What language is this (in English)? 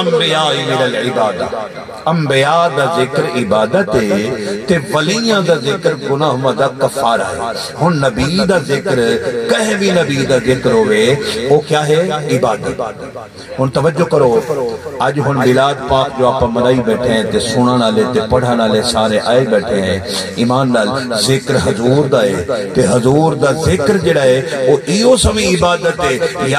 Saraiki